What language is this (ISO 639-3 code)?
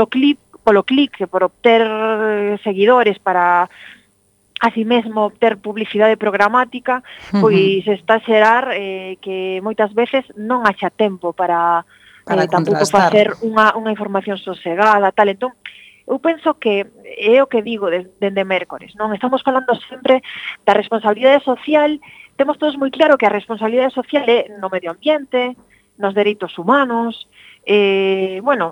glg